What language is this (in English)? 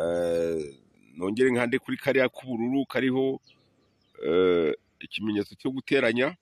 Kinyarwanda